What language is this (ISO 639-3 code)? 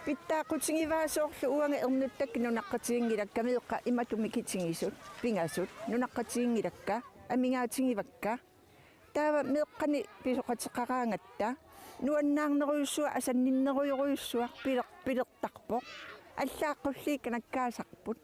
kal